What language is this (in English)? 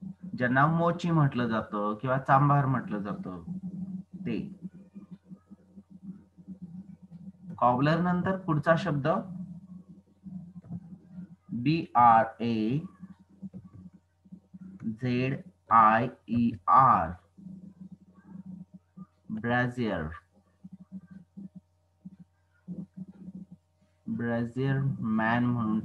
Marathi